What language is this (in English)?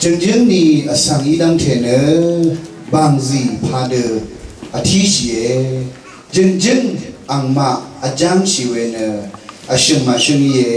Rawang